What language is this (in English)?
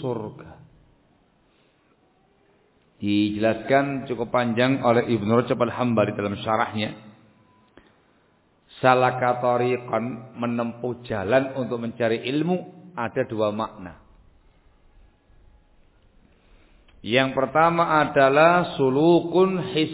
Indonesian